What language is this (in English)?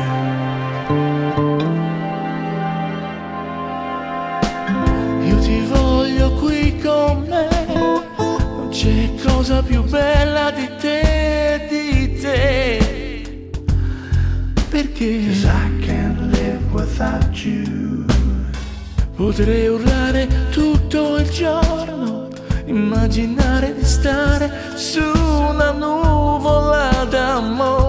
Italian